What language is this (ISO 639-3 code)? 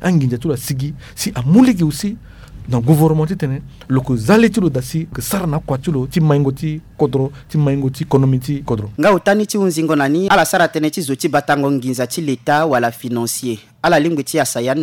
sag